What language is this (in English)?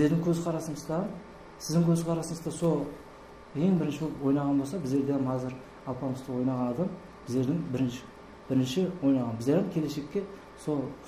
Kara-Kalpak